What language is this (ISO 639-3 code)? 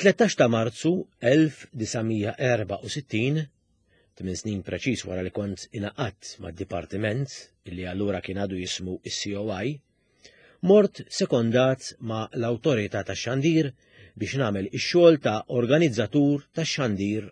mlt